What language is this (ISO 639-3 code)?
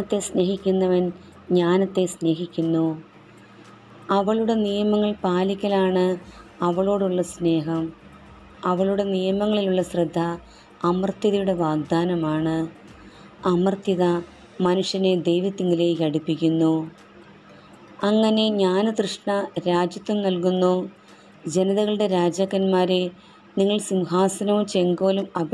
mal